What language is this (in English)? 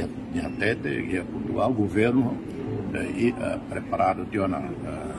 Tetum